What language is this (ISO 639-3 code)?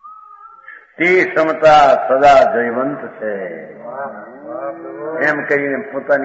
guj